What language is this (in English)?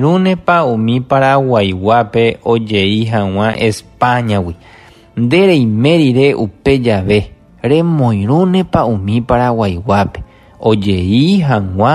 Guarani